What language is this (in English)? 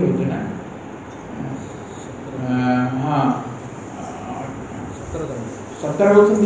Odia